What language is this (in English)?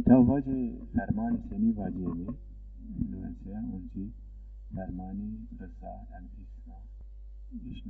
Zaza